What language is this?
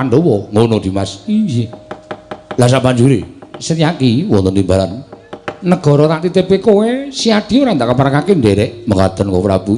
Javanese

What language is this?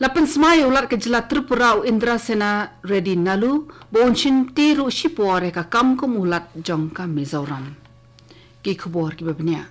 Khasi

